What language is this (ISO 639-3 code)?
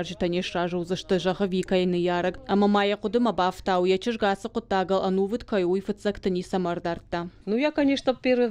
oss